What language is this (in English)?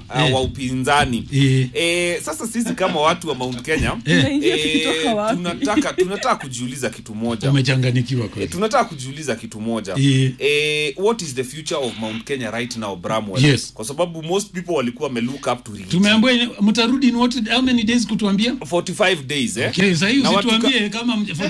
Swahili